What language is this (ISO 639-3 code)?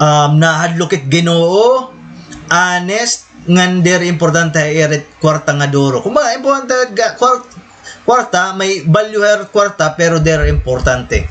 war